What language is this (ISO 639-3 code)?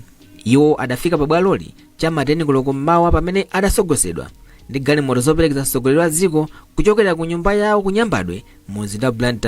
nya